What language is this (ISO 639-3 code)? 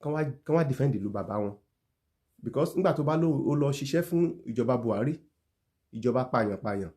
yor